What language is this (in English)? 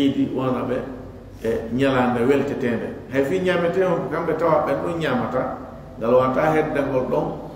Fula